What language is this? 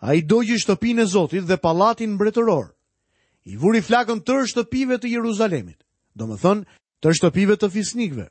Albanian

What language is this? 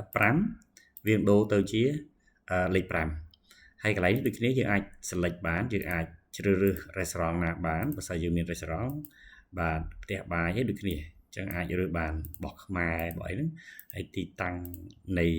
Khmer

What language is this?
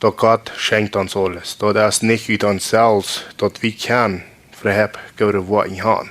Plautdietsch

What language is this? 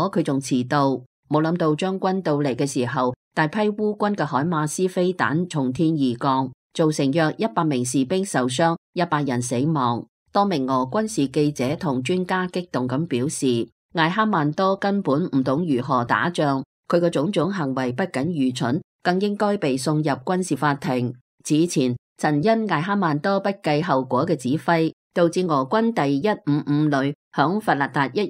Cantonese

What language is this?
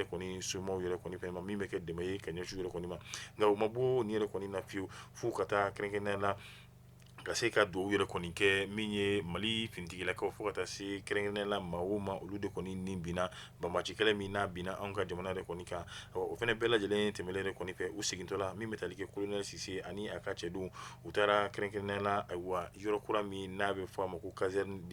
Bambara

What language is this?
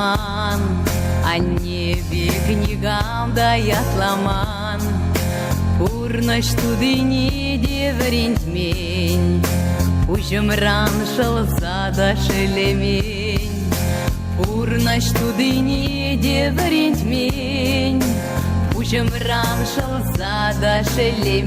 Chuvash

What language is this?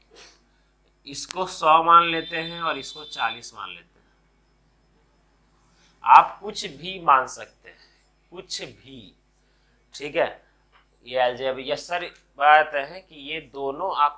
Hindi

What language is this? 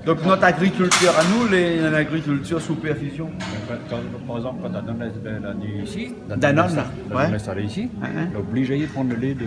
Réunion Creole French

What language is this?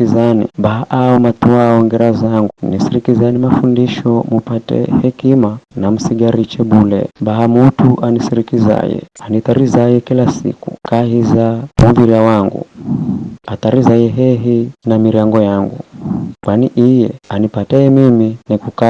Giryama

